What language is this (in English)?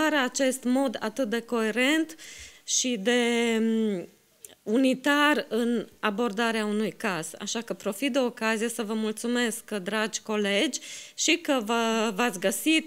Romanian